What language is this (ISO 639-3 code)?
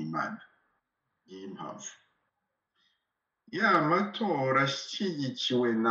kin